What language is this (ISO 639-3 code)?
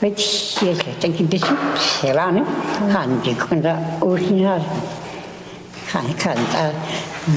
zho